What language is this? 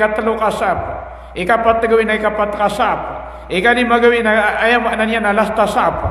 Maranao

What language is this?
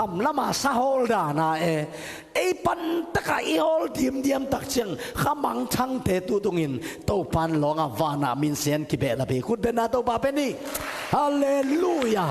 Tedim Chin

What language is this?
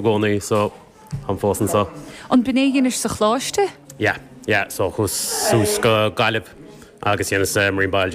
Irish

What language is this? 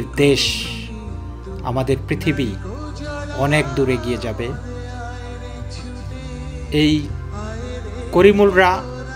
Bangla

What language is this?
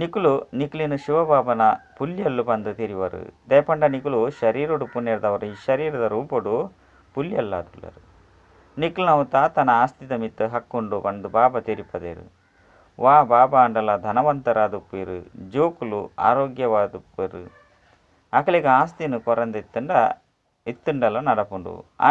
Tulu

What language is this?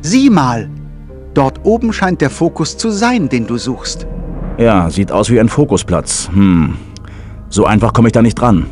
Bavarian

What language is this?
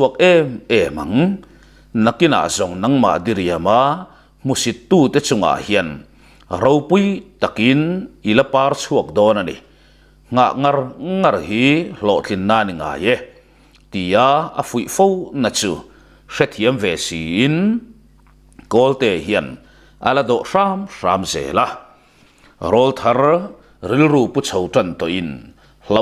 Mizo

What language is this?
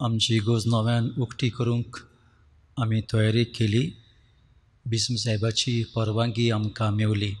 Konkani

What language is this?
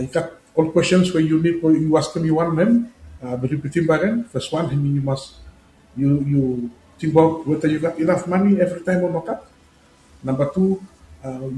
Bislama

